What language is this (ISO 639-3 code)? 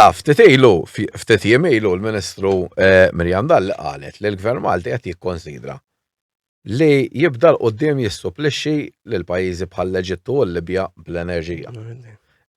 mlt